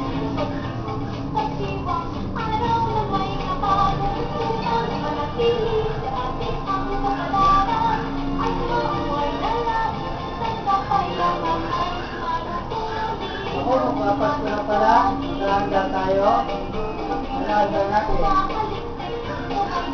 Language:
Filipino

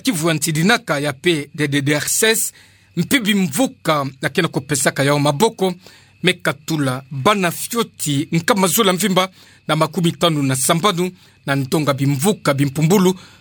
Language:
Kituba (Democratic Republic of Congo)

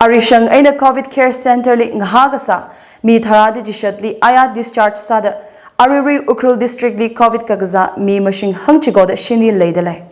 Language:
Tangkhul Naga (India)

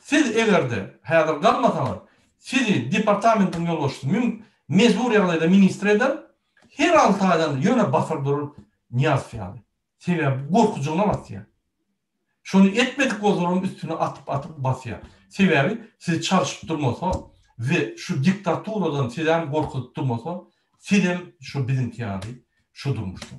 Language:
Turkmen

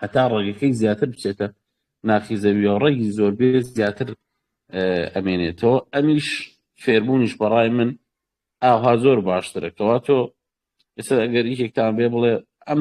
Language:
Central Kurdish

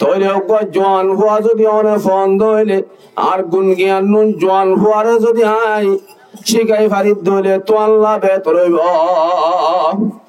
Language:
Rohingya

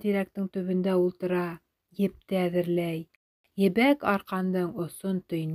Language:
Bashkir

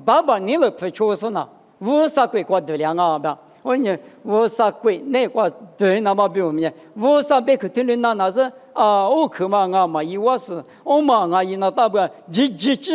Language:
Lisu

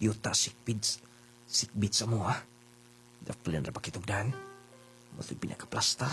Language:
Cebuano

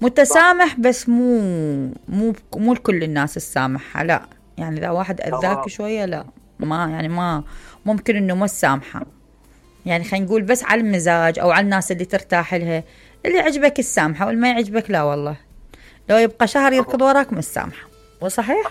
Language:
Mesopotamian Arabic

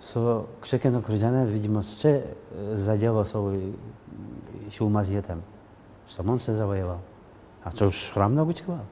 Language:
Udmurt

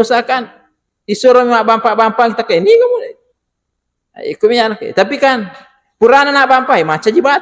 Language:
Buginese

